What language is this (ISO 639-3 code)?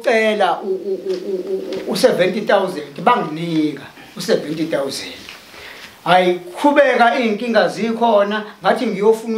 zul